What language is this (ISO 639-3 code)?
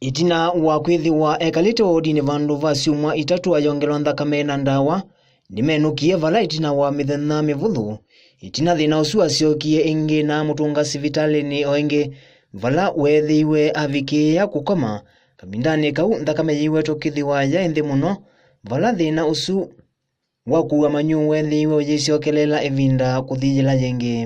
kam